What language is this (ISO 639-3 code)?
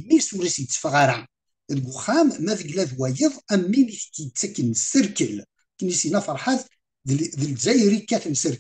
kab